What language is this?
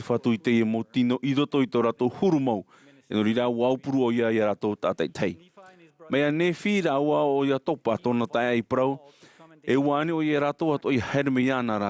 Tahitian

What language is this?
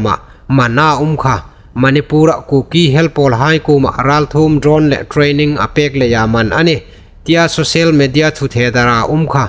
Hmar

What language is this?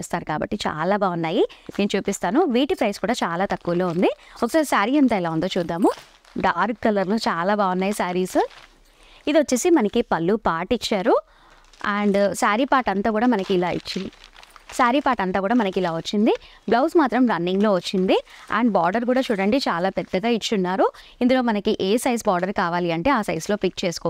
Telugu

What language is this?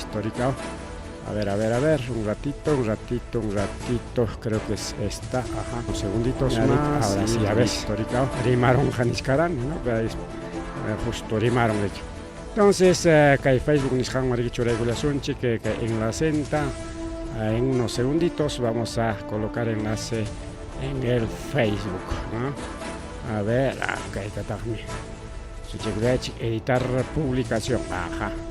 Ayacucho Quechua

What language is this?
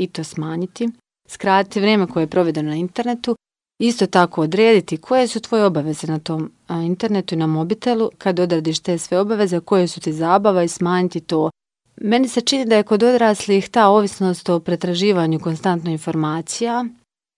Croatian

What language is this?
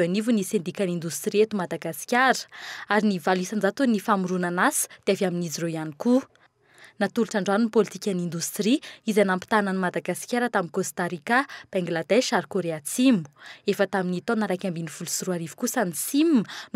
Malagasy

